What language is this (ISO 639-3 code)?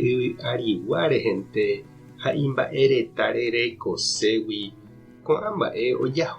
grn